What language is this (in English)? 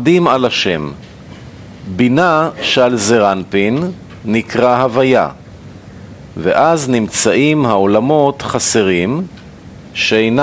Hebrew